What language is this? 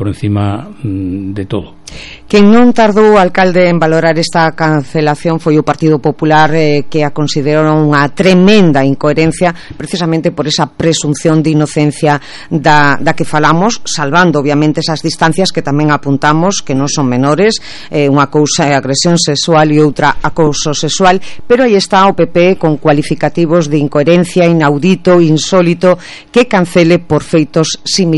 Galician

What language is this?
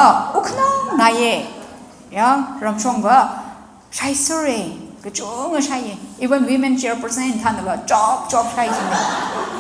Tangkhul Naga (India)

